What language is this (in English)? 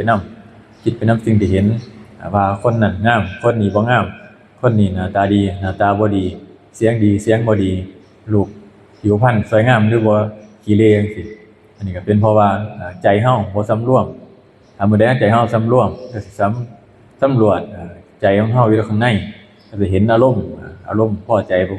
Lao